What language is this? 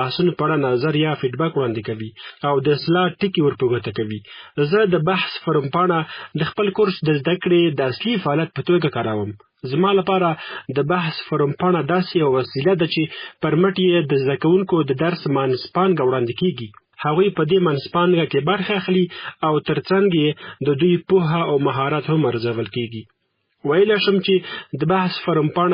Pashto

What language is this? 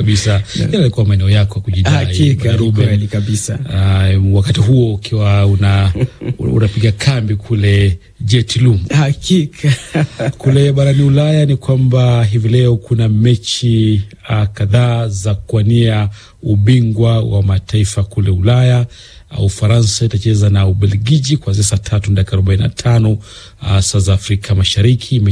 Swahili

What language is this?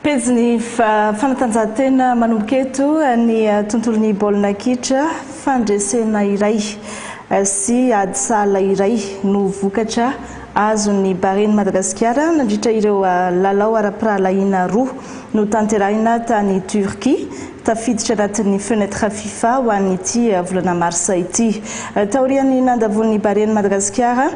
Malagasy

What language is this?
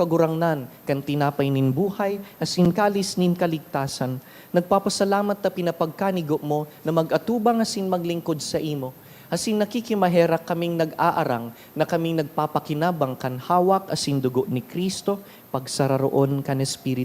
Bikol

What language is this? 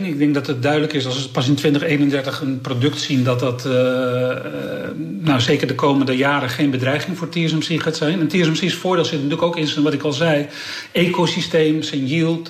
Dutch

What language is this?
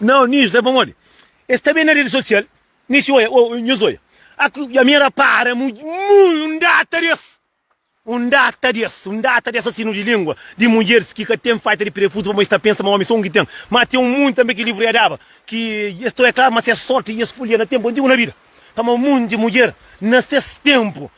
Kabuverdianu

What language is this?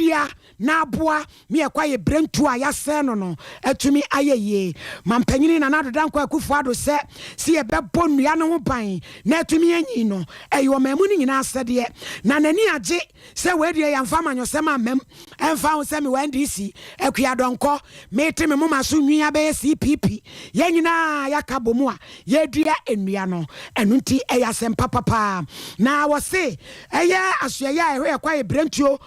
Akan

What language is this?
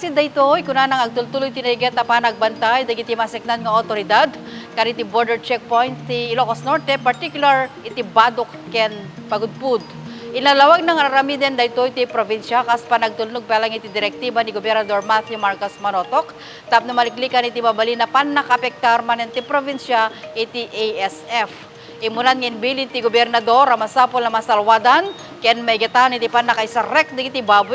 Iloko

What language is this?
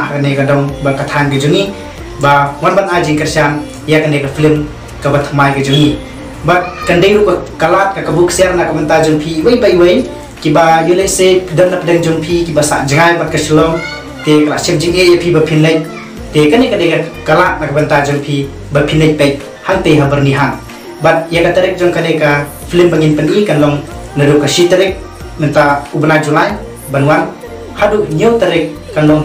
Khasi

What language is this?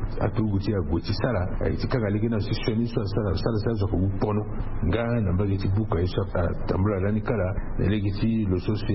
Sango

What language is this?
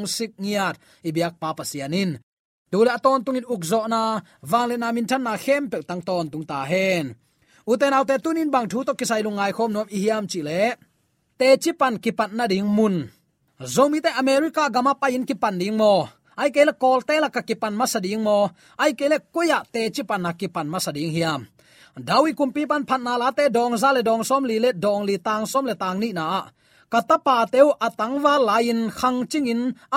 Tedim Chin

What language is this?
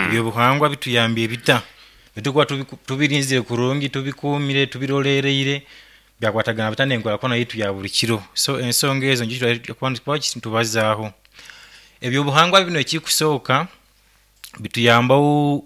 Nyoro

